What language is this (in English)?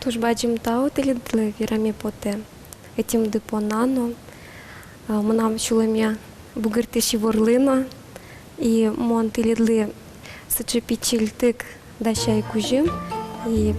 Udmurt